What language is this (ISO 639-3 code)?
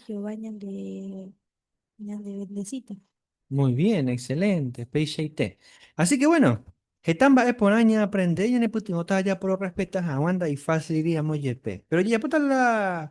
grn